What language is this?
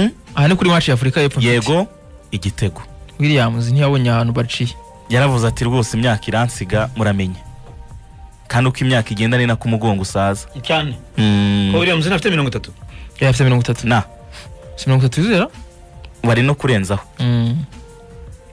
Kinyarwanda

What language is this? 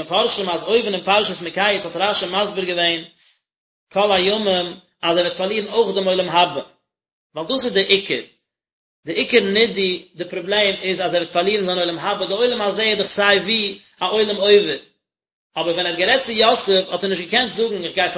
Yiddish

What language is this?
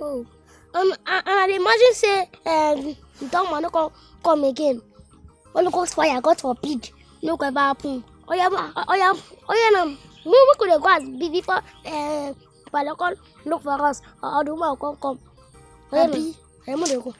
Nigerian Pidgin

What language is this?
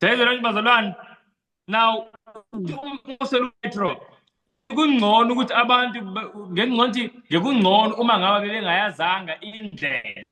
Zulu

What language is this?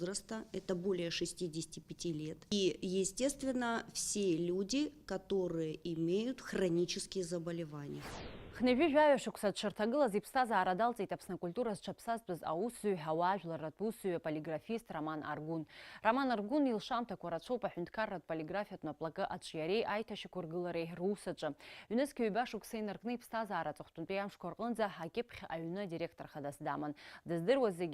Abkhazian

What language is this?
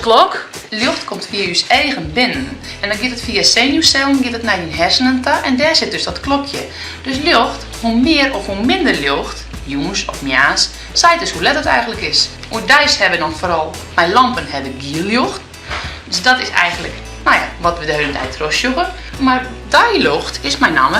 Western Frisian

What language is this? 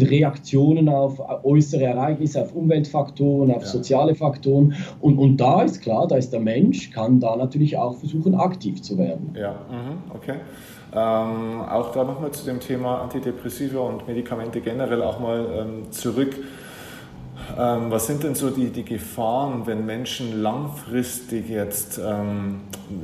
German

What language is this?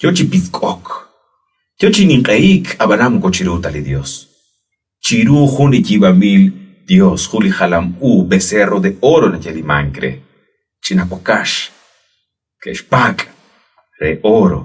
Kekchí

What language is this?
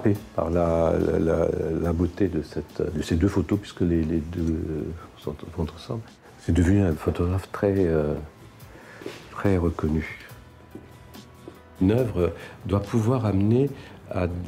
French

